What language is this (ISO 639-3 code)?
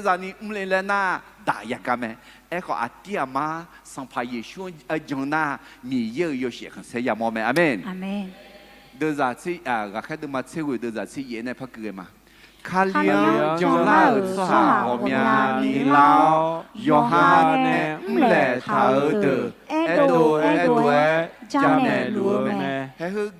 ahk